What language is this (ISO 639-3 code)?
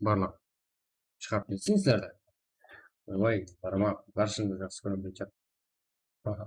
kaa